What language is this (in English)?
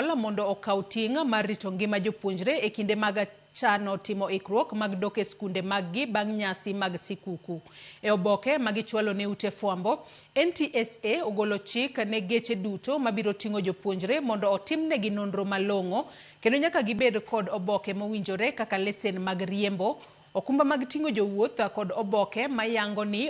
Luo (Kenya and Tanzania)